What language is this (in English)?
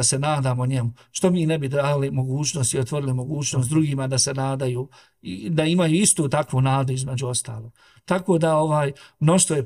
Bosnian